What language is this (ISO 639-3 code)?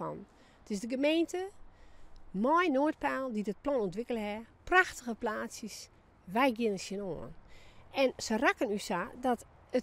fry